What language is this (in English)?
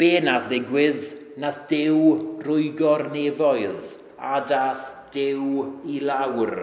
Welsh